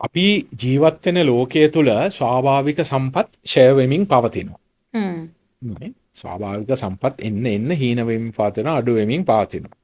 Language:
Sinhala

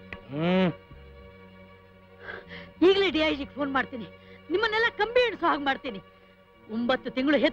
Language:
Kannada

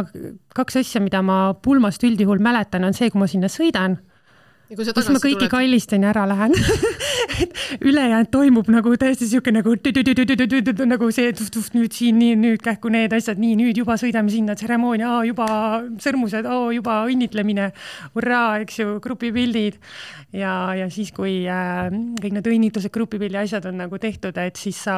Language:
Estonian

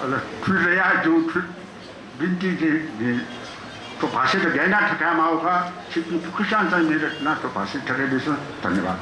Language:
Newari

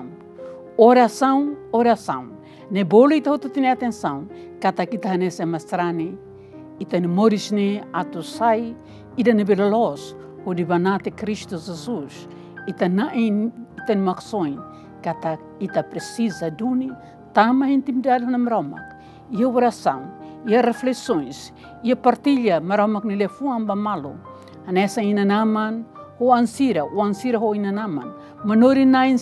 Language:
Tetum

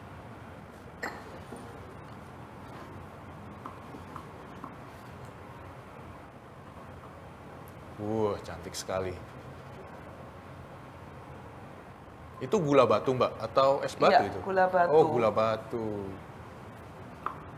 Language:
Indonesian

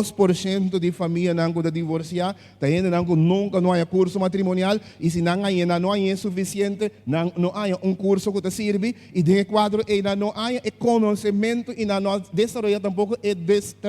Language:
Papiamento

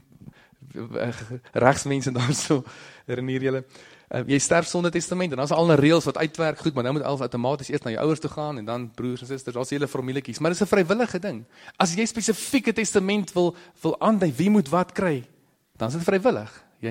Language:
Afrikaans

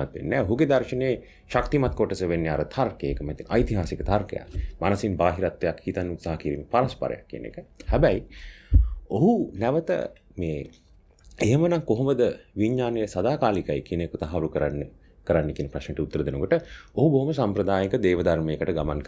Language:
Sinhala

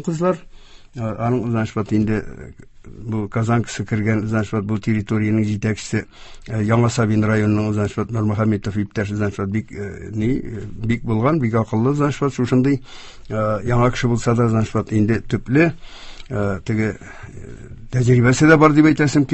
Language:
Tatar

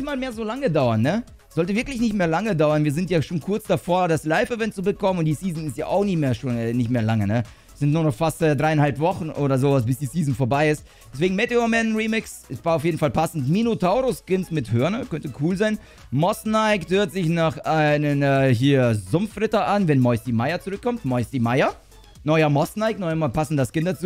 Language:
German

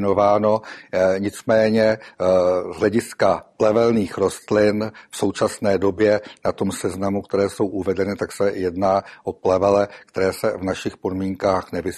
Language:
Czech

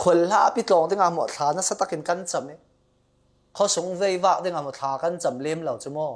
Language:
Falam Chin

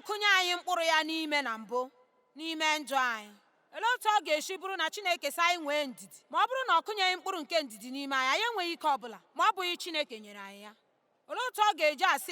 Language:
Igbo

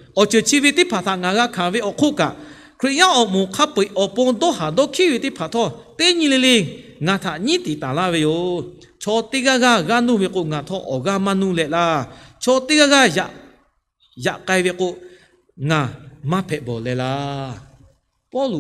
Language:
Lahu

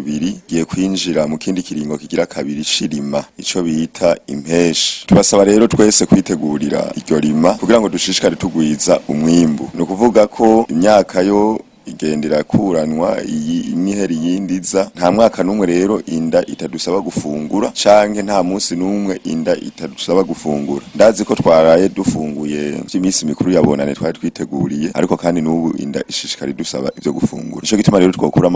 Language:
Rundi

